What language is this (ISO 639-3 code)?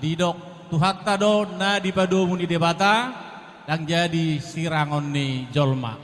bbc